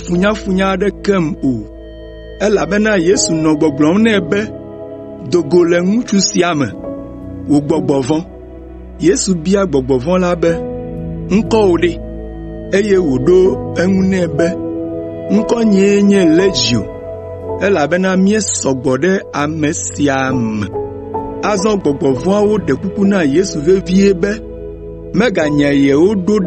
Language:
Ewe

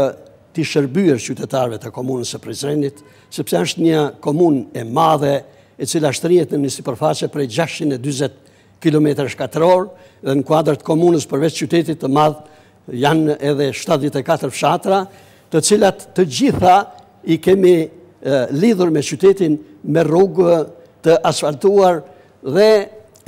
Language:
Albanian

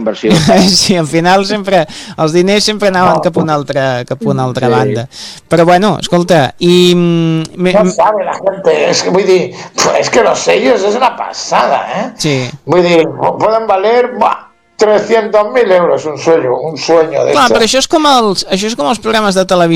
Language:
Catalan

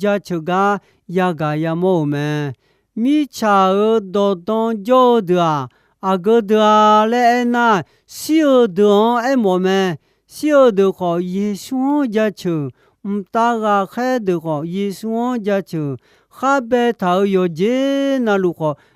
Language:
Akha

